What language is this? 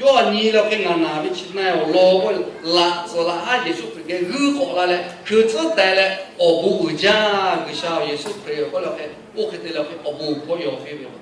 Lahu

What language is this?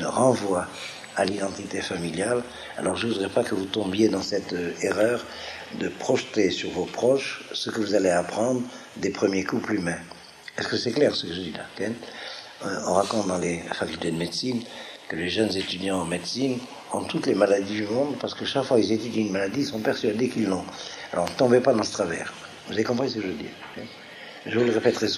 French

